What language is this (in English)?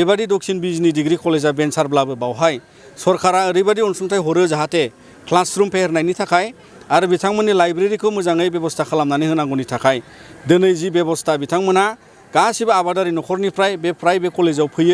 Bodo